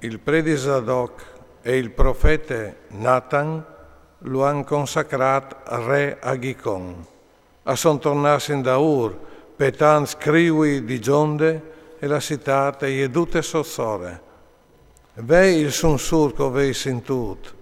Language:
Friulian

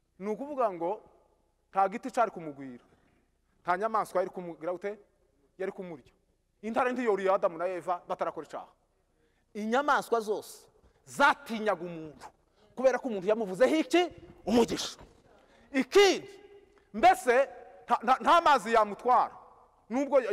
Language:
Kinyarwanda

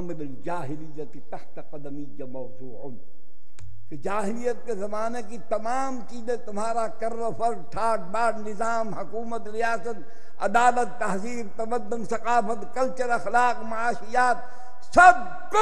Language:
Urdu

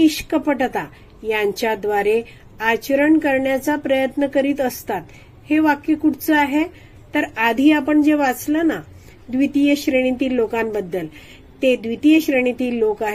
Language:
Marathi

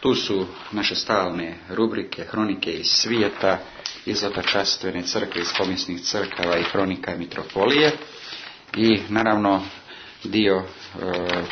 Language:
Serbian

